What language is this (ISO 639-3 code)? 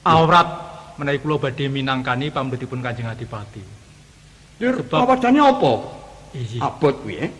jav